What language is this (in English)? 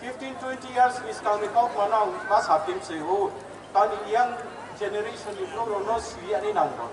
Riang (India)